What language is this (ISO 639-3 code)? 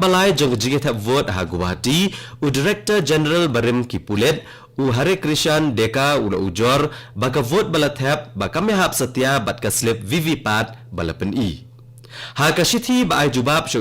kha